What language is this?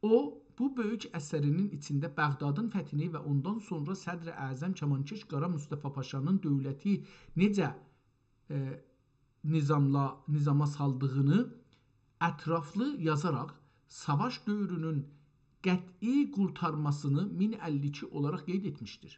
South Azerbaijani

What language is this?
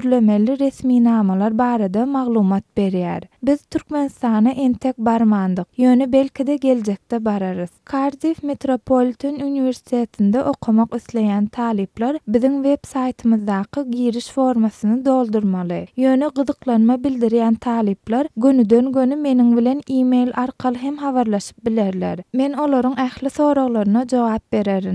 Turkmen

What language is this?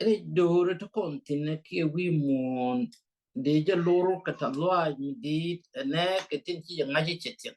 Nuer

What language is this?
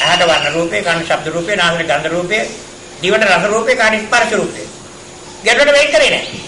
Sinhala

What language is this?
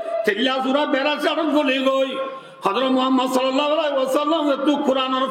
Rohingya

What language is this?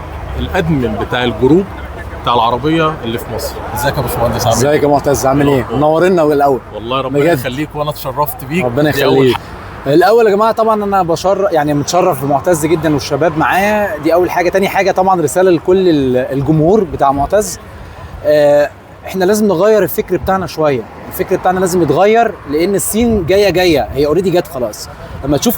Egyptian Arabic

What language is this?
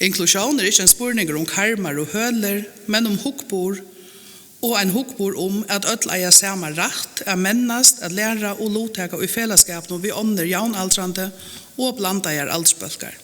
Faroese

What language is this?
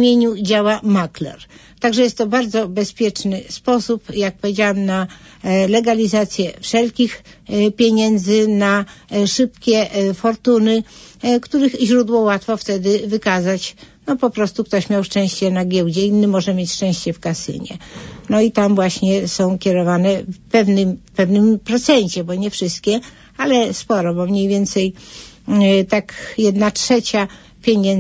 Polish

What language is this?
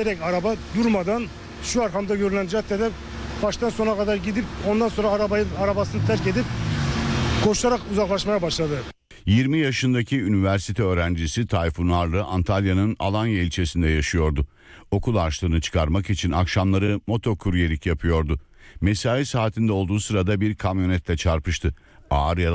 Turkish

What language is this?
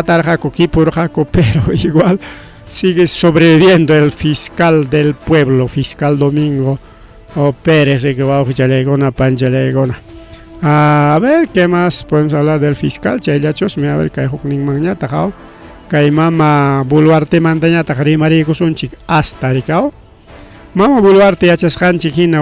Ayacucho Quechua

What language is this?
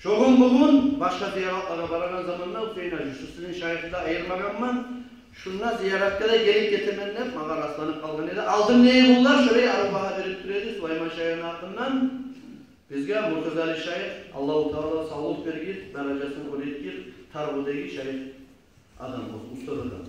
Kumyk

